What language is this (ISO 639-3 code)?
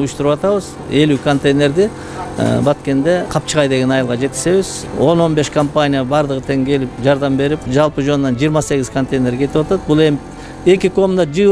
kir